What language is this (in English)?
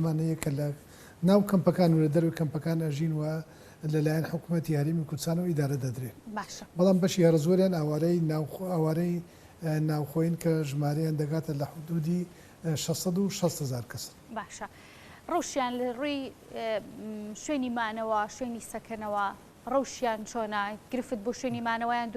Central Kurdish